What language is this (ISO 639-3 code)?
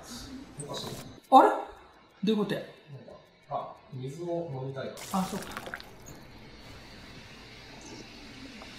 jpn